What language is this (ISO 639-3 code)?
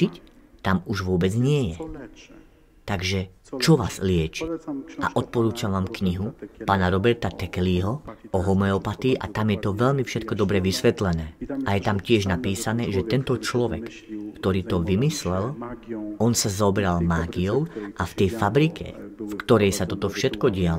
slk